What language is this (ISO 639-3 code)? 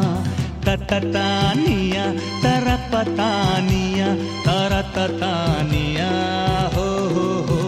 hin